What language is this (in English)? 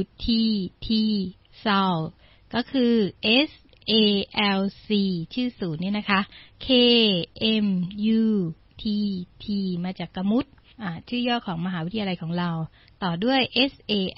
Thai